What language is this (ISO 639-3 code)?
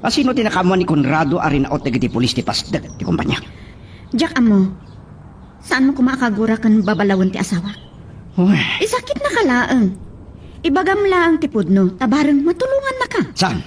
ilo